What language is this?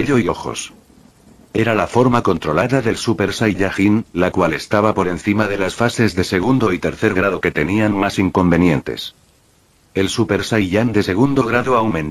Spanish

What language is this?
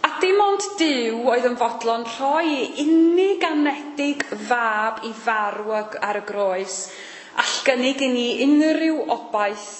Welsh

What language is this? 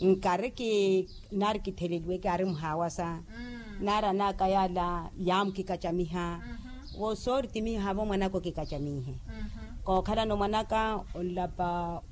Makhuwa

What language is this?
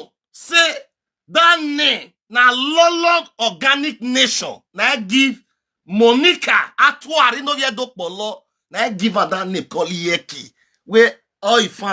Nigerian Pidgin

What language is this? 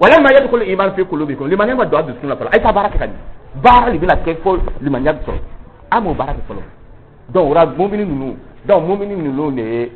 Dyula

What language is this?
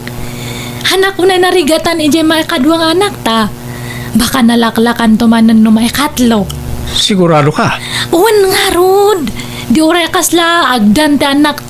Iloko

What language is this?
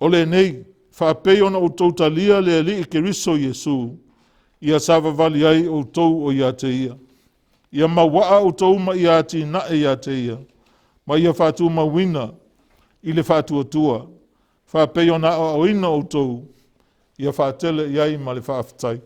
Samoan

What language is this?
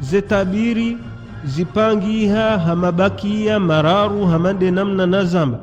Ngazidja Comorian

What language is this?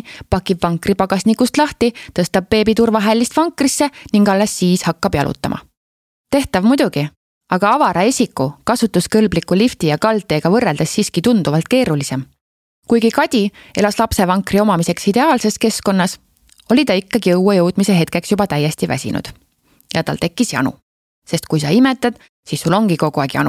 Estonian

